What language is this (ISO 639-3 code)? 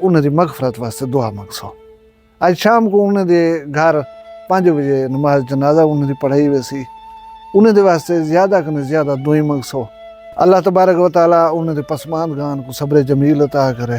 skr